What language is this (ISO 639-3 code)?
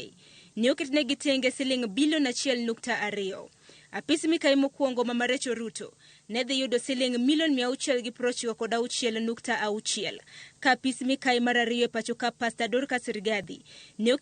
luo